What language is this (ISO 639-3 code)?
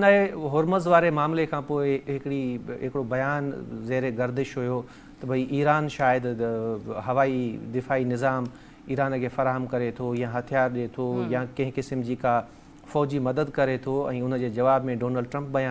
snd